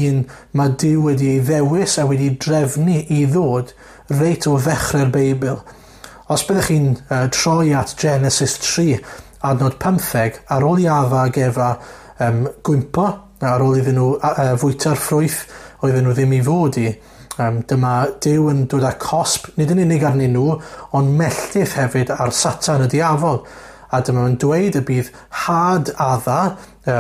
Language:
Welsh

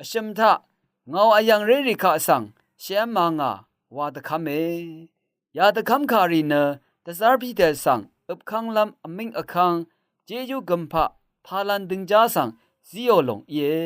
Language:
Rawang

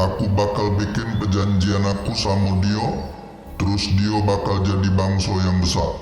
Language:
Musi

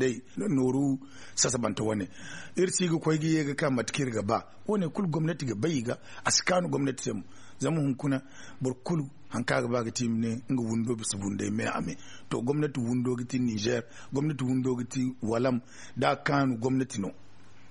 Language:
Zarma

